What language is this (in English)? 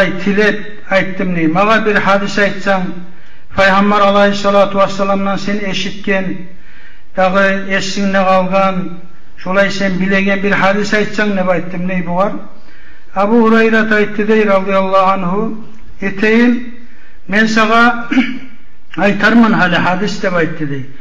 Kumyk